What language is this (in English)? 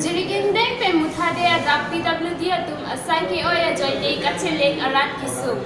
Karbi